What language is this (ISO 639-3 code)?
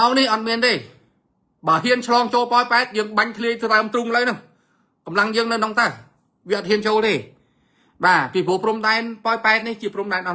khm